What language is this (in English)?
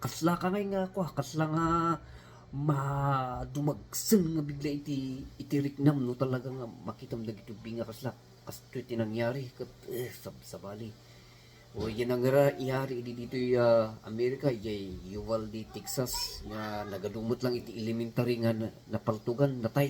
Iloko